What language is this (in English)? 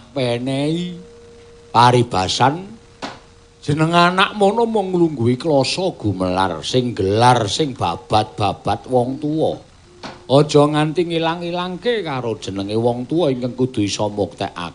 Javanese